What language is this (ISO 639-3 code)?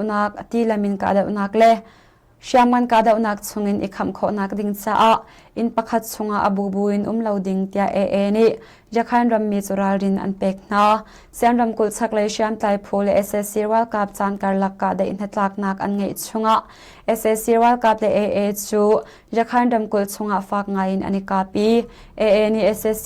cnh